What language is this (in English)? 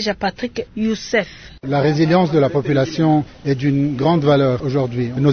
Luba-Lulua